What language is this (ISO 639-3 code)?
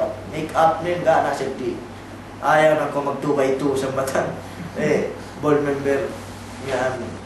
yka